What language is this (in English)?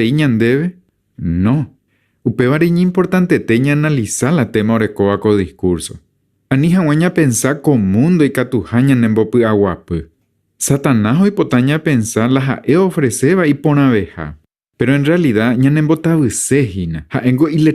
Guarani